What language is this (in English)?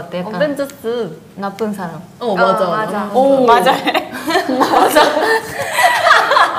Korean